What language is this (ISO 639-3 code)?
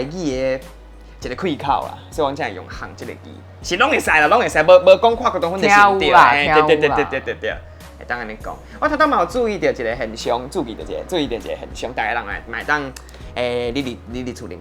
nan